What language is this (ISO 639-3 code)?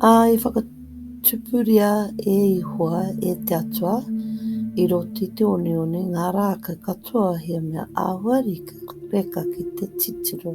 mri